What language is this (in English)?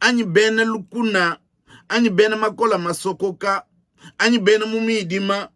Luba-Lulua